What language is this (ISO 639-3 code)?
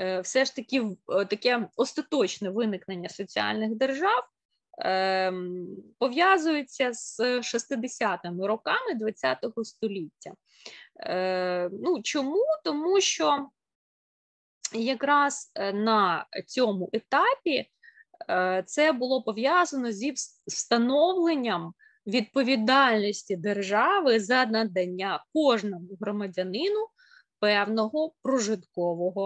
ukr